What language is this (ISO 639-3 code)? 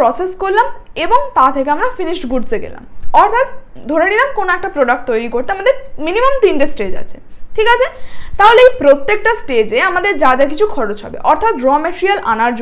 ben